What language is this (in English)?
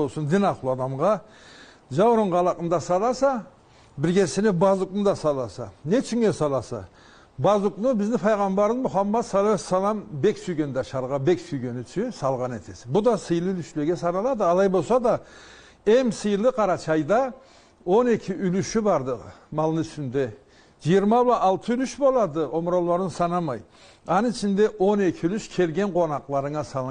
Karachay-Balkar